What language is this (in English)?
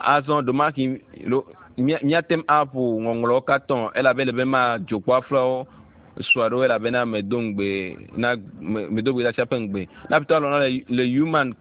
Ewe